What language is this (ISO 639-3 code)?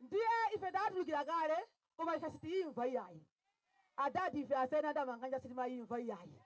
nya